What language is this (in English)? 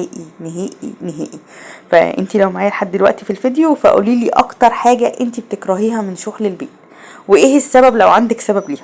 Egyptian Arabic